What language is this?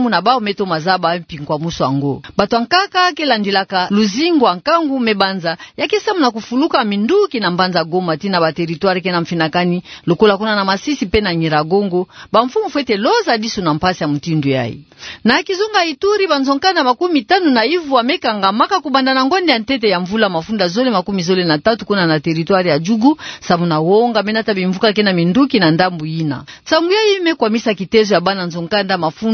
Kituba (Democratic Republic of Congo)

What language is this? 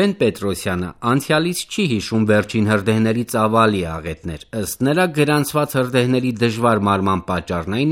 Armenian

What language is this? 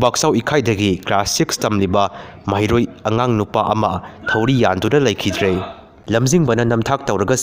Manipuri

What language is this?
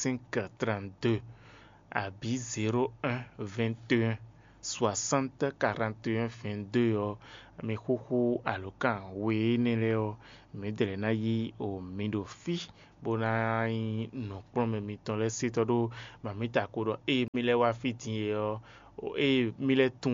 Fon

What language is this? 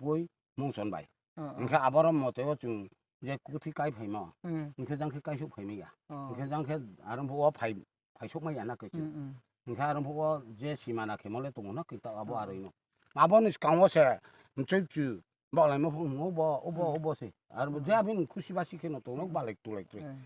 Riang (India)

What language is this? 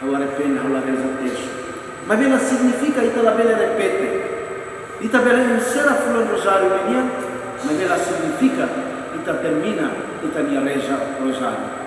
Tetum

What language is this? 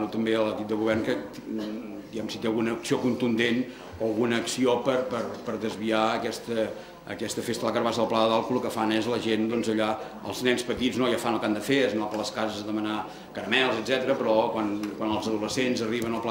Catalan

